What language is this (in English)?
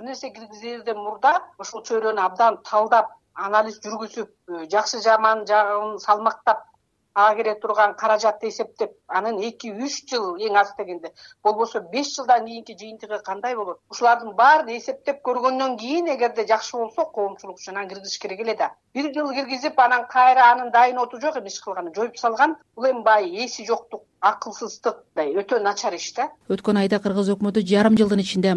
Kyrgyz